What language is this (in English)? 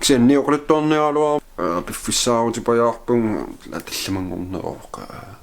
Kalaallisut